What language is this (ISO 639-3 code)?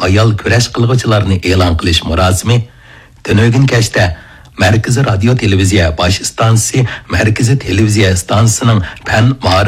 uig